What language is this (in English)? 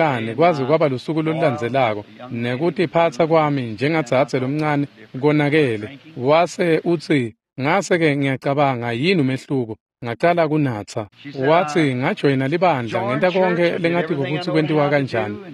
Swati